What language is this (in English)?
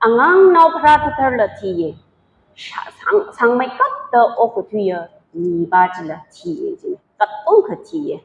Tangkhul Naga (India)